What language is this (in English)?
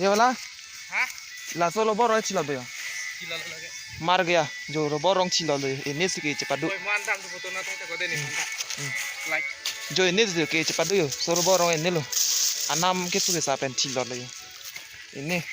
Karbi